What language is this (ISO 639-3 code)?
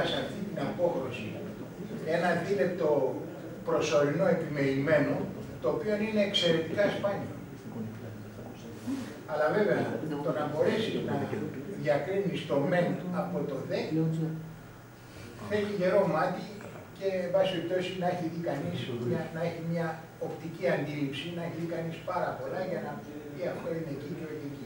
ell